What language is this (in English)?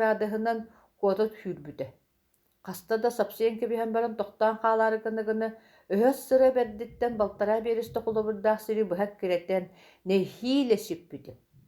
Yakut